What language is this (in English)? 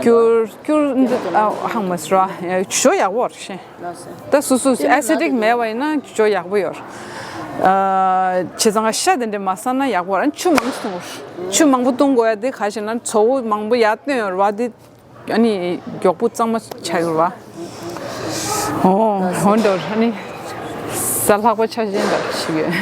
Tibetan